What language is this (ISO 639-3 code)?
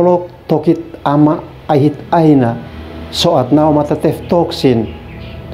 aoz